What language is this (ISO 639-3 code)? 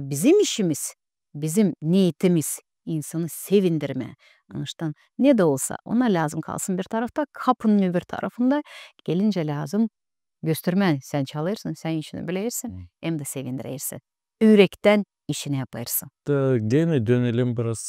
gag